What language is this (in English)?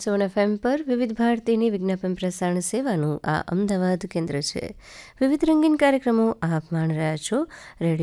Gujarati